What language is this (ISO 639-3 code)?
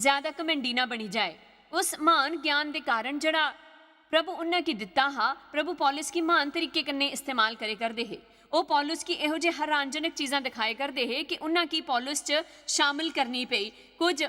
doi